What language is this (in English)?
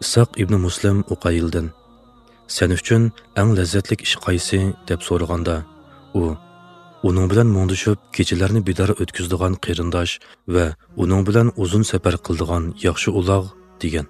Uyghur